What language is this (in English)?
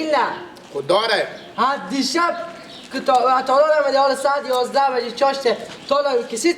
Persian